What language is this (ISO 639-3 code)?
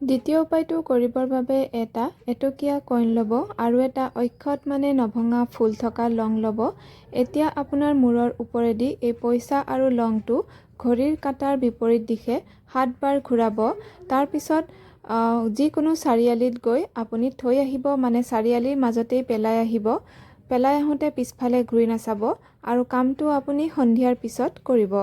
asm